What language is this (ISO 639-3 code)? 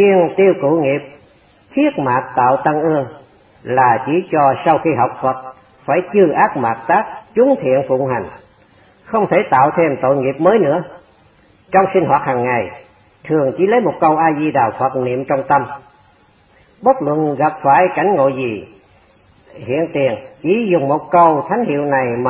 vie